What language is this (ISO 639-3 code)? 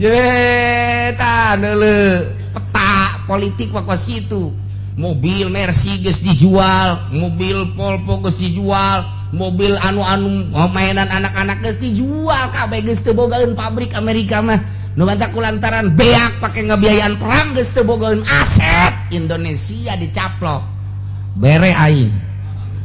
sun